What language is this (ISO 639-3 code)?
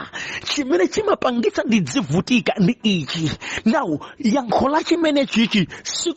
nya